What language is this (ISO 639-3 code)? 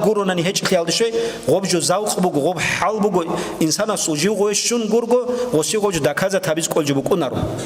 ava